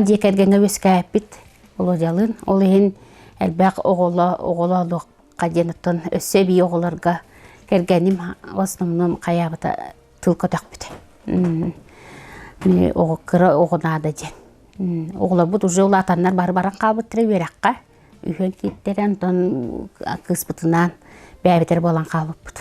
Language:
Yakut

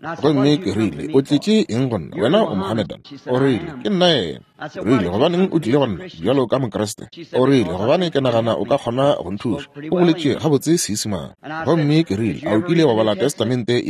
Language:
Northern Sotho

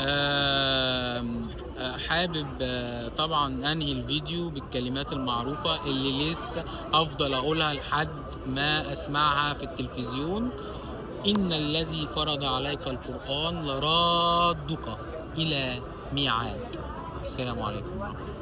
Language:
Egyptian Arabic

